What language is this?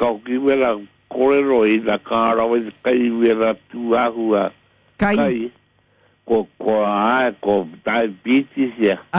Māori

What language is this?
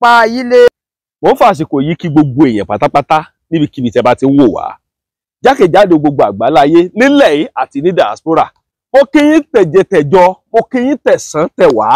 Yoruba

